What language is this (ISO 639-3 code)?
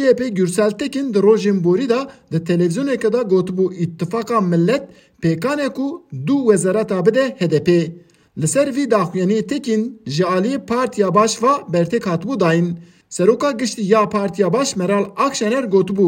kur